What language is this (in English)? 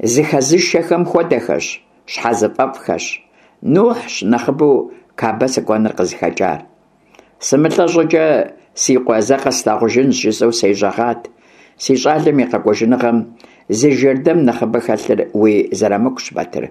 Kabardian